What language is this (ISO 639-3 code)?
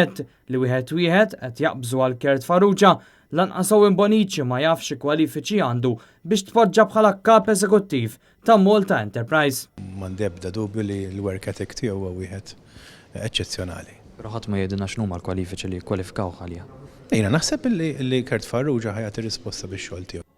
mlt